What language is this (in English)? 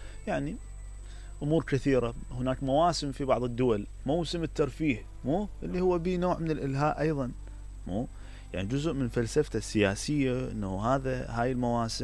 Mesopotamian Arabic